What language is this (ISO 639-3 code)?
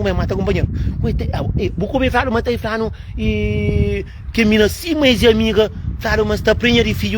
kea